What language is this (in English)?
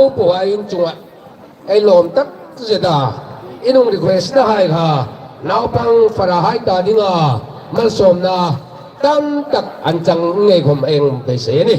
Hmar